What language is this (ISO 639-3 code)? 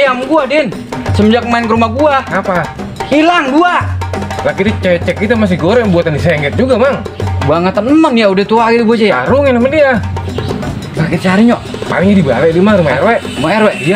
bew